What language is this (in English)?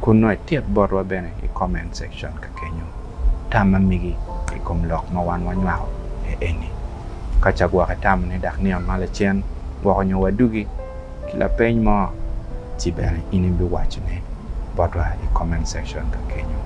Acoli